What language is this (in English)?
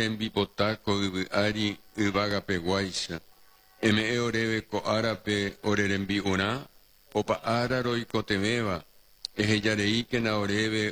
Guarani